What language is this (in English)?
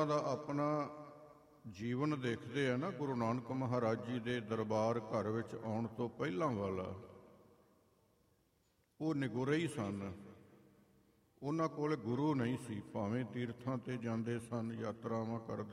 Punjabi